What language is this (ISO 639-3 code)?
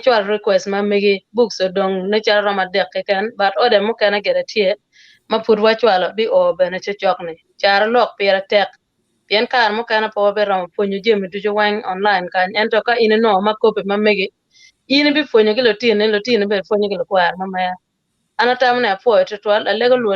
ach